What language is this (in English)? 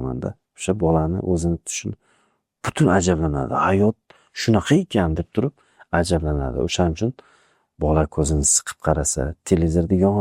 Uzbek